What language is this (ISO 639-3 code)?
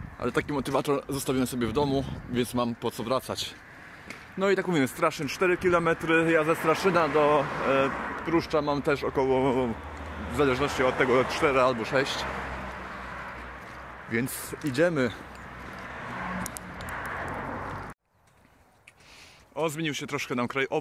pol